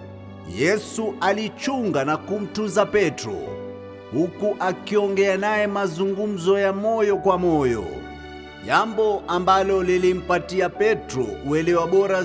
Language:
Swahili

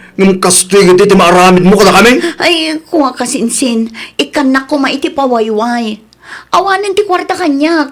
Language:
Iloko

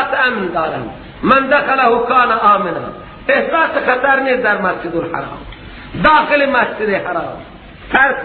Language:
Persian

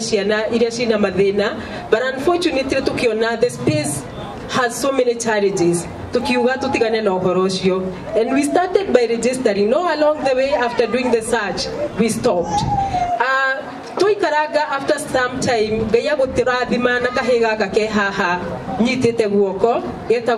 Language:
Kikuyu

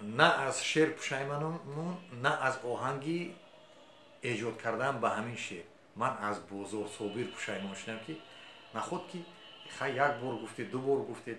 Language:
Tajik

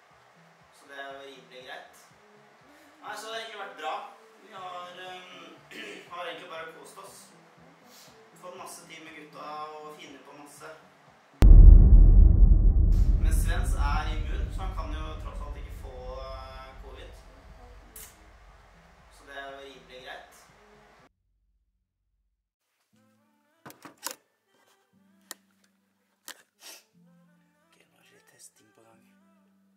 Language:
Norwegian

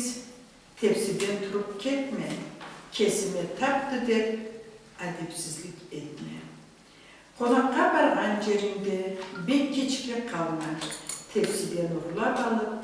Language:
Karachay-Balkar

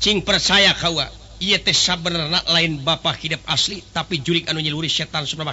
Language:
Sundanese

